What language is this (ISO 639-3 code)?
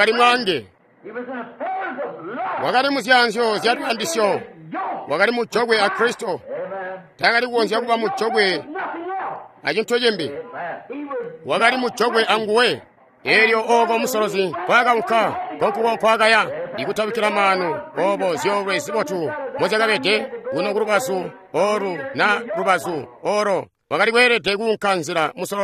toi